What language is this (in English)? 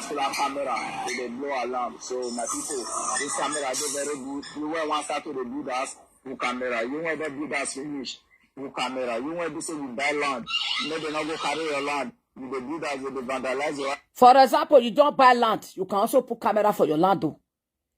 Nigerian Pidgin